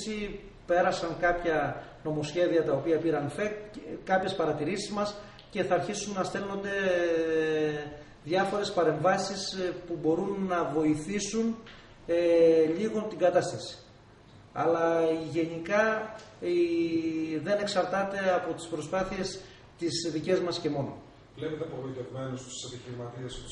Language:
Greek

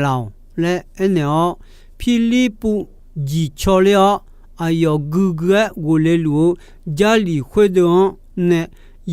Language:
Akha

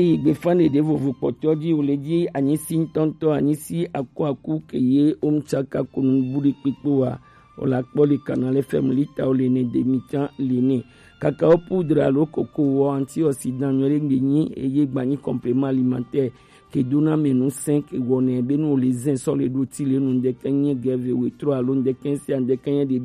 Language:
Gen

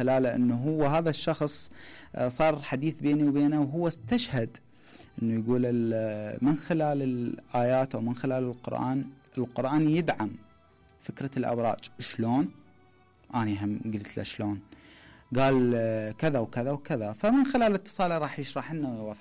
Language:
Mesopotamian Arabic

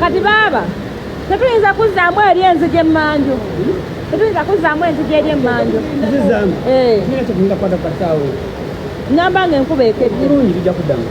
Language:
Ganda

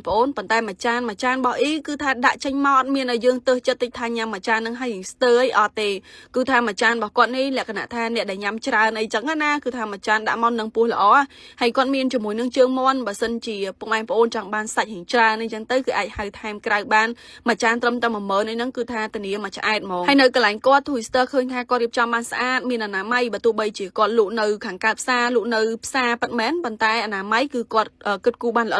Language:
Khmer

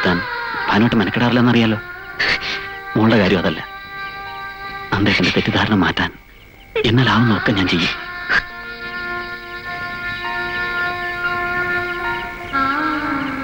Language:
Malayalam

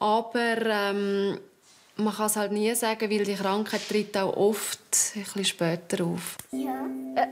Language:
Swiss German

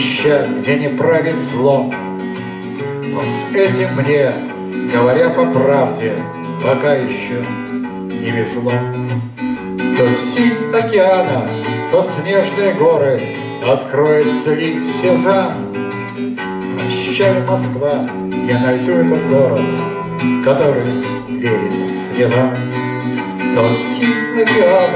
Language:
Russian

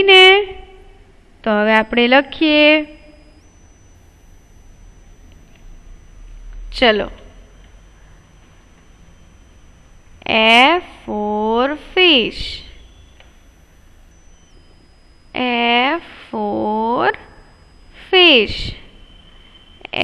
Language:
Gujarati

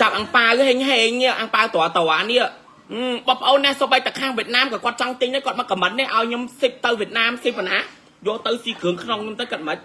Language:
Khmer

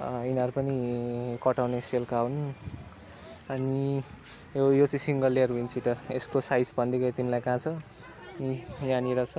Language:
Nepali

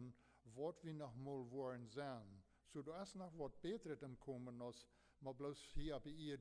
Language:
Plautdietsch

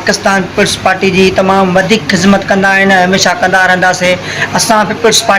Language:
Sindhi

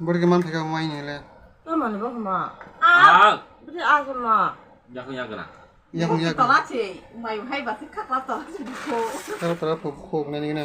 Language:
Kok Borok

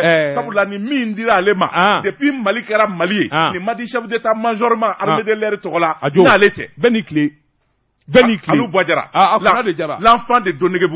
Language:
Bambara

